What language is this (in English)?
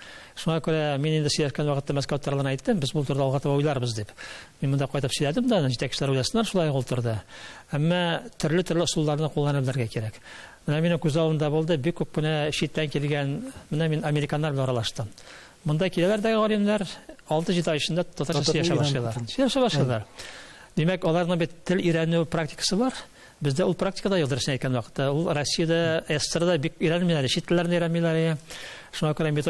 Tatar